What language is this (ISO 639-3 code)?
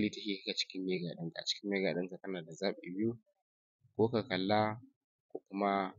hau